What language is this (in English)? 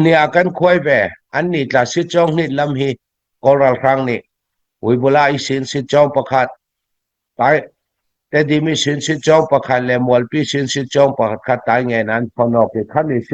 Falam Chin